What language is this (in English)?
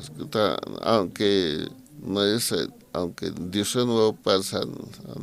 Aymara